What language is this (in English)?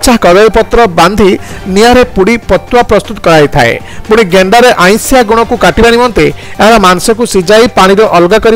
Odia